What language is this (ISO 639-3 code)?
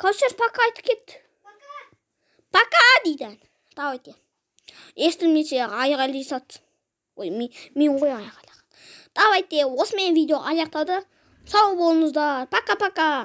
kaz